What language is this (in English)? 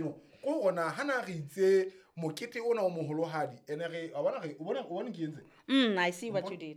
Southern Sotho